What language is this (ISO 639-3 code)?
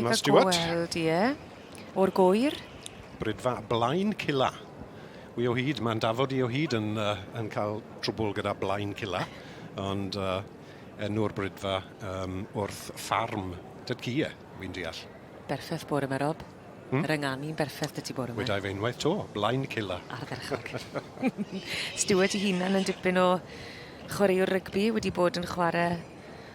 cym